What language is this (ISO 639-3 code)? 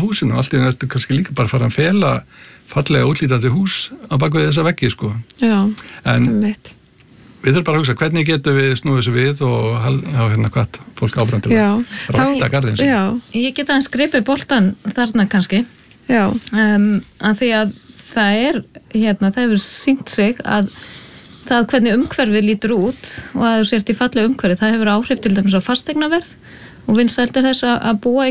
isl